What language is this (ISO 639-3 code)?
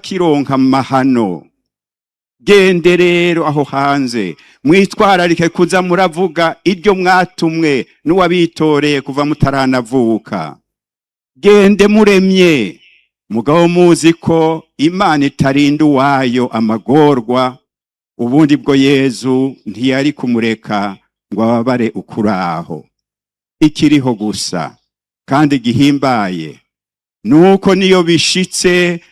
run